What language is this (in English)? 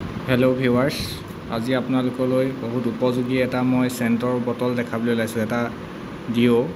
Assamese